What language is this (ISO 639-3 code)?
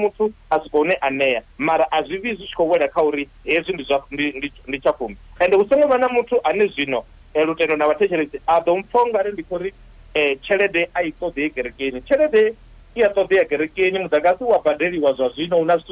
ven